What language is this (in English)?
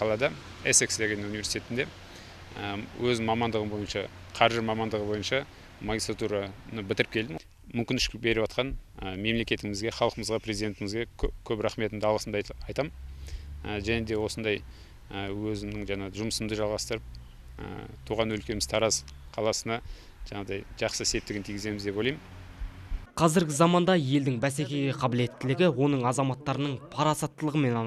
Kazakh